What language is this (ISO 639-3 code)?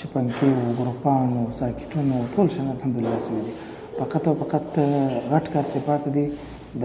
pus